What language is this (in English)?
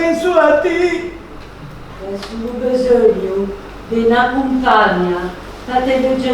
Ligurian